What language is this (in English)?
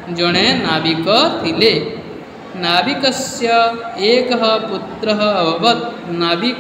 Odia